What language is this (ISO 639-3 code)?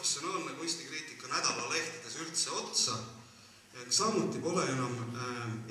est